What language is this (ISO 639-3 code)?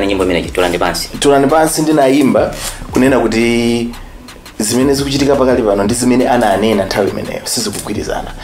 nya